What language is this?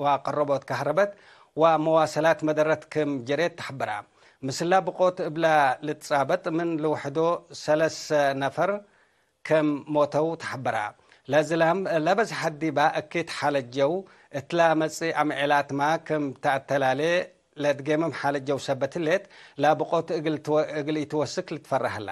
Tigre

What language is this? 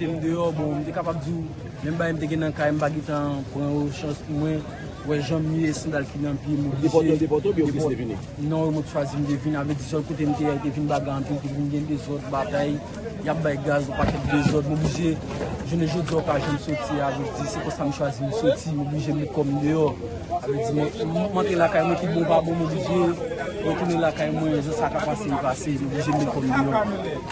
Haitian Creole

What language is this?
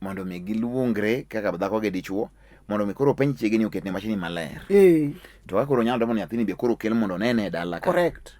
Luo (Kenya and Tanzania)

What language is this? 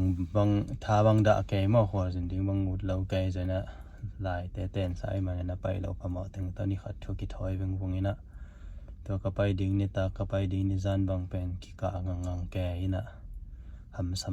Tedim Chin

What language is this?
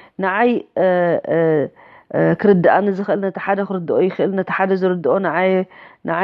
Tigrinya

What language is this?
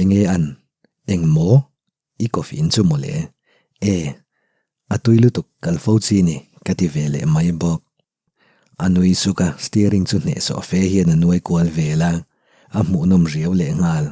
Mizo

